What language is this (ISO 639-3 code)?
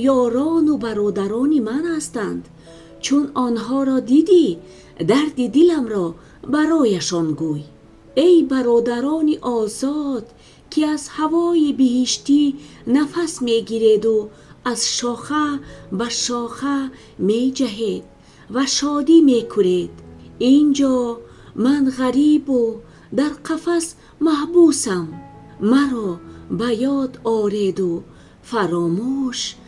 tgk